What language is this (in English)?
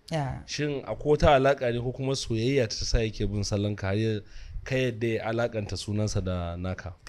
Hausa